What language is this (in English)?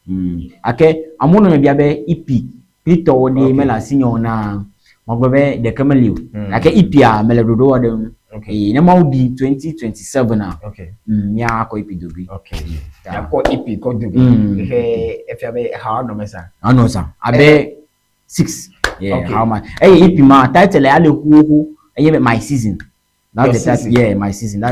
Ewe